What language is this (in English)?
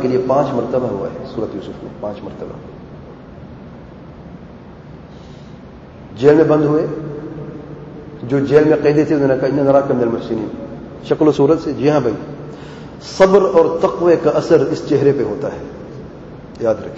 Urdu